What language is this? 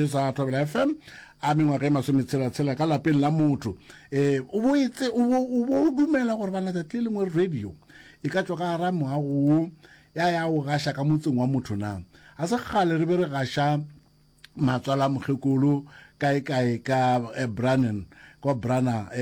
Northern Sotho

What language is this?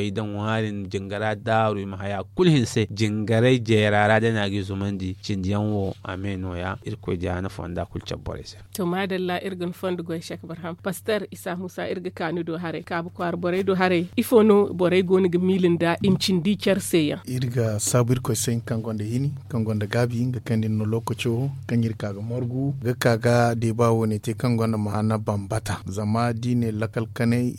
Zarma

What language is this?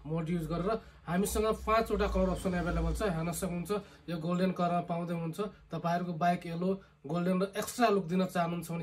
Nepali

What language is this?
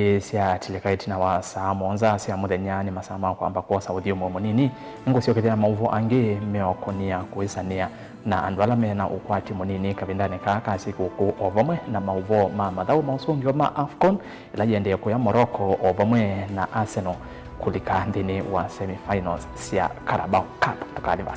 Kamba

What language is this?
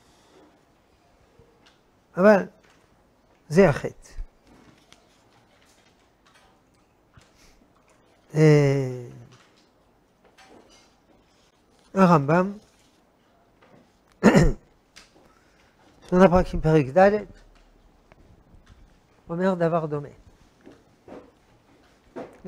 Hebrew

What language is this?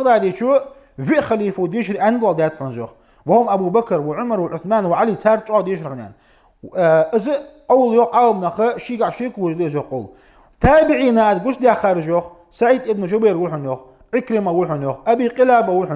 Ingush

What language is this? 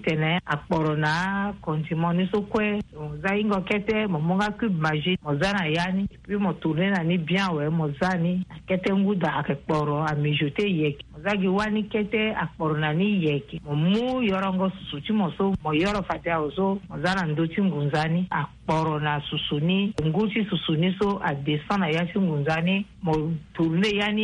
Sango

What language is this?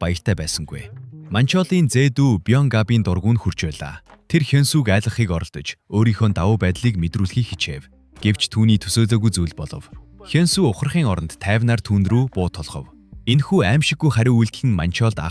Mongolian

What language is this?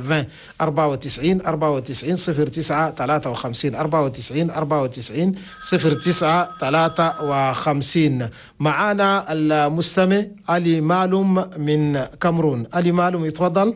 Chadian Arabic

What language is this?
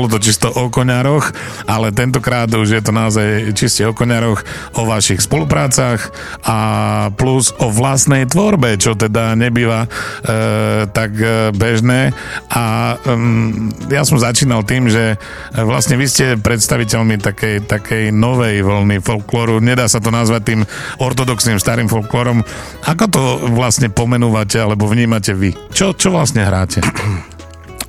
Slovak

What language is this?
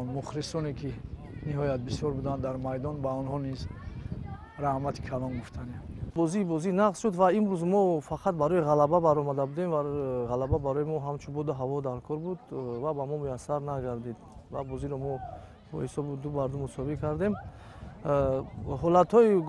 Tajik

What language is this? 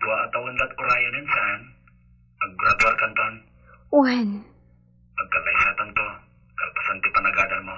Iloko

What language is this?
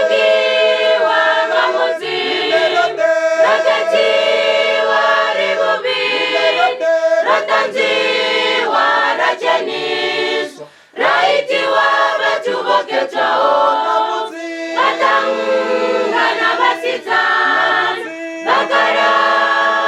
Venda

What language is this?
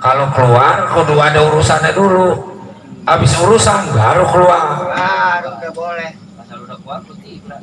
Betawi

